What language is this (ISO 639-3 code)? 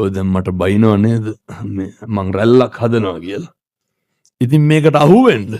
sin